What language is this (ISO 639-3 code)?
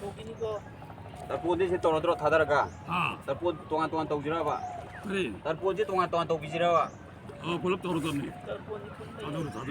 mni